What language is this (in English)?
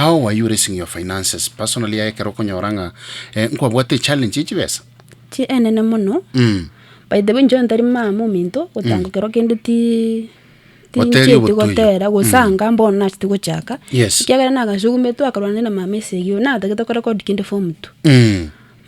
Gusii